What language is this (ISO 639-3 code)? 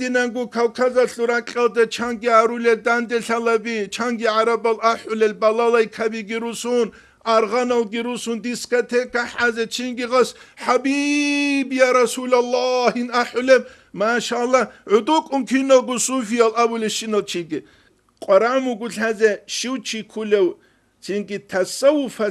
ava